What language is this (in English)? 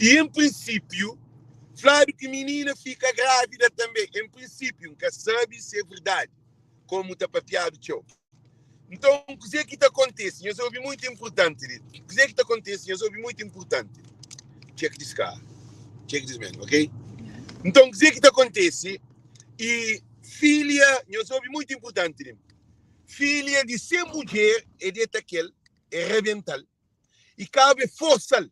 Kabuverdianu